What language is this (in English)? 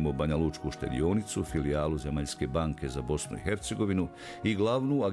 Bosnian